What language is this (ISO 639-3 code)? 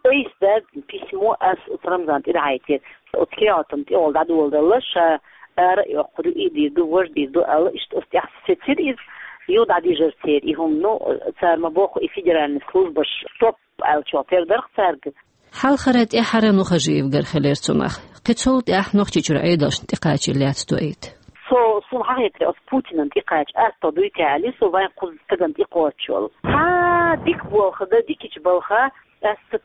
che